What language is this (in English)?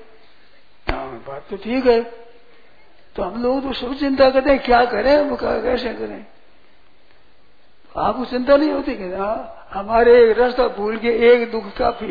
Hindi